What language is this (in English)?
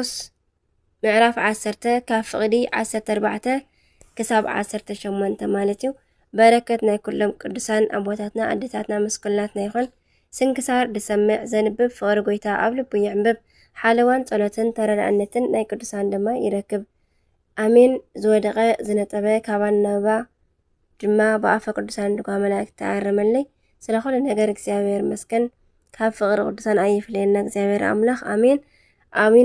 Tigrinya